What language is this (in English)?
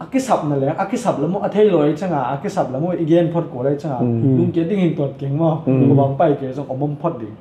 Tedim Chin